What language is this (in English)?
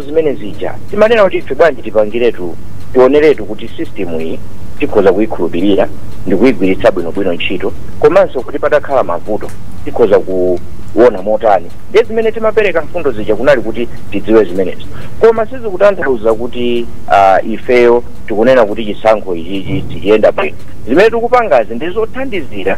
Nyanja